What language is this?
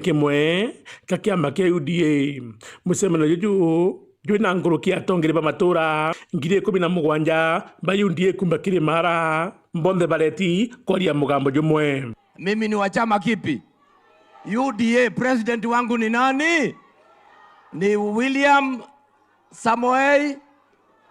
Meru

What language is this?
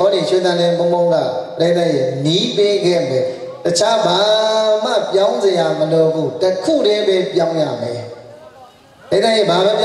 Burmese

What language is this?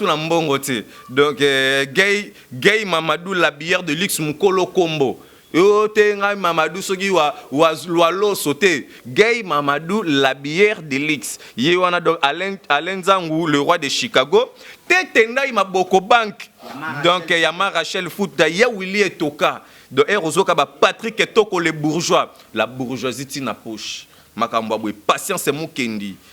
Lingala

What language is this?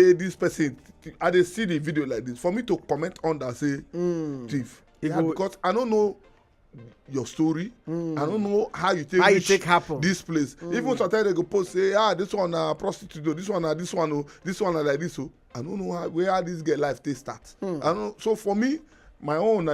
Nigerian Pidgin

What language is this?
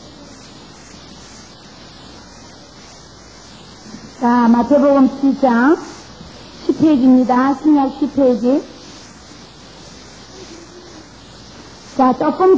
Korean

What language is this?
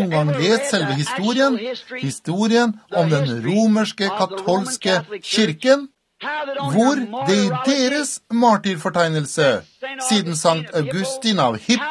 Norwegian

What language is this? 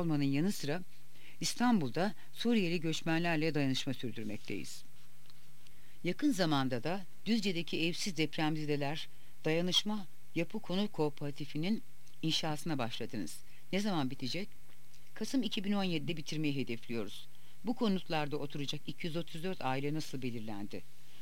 Turkish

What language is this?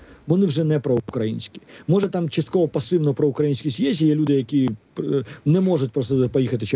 Ukrainian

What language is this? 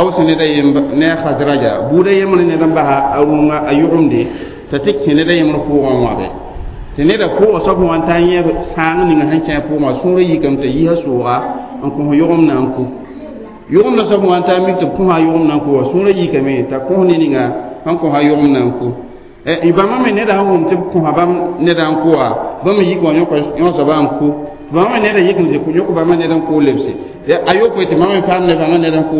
Mossi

